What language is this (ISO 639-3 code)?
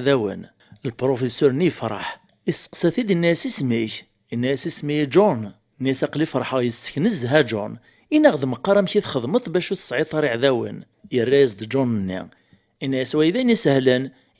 kab